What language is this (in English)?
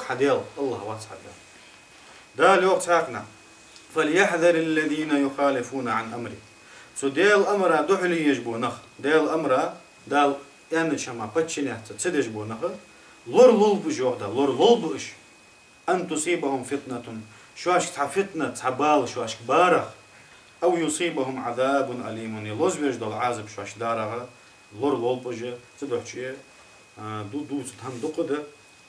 Ingush